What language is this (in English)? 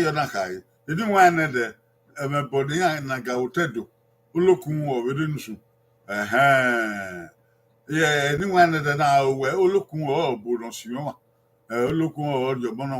Bini